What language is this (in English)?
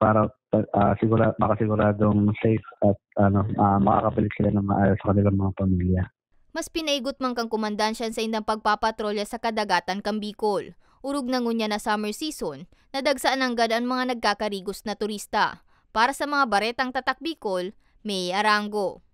Bikol